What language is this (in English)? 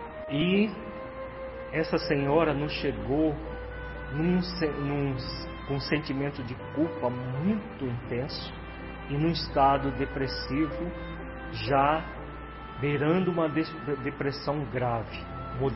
Portuguese